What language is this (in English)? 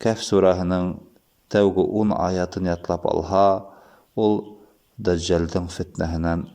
Bashkir